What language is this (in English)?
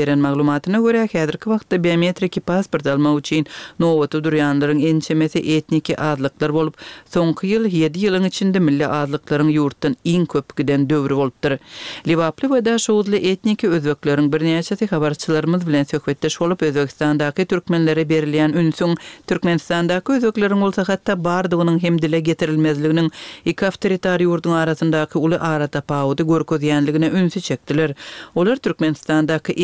Turkmen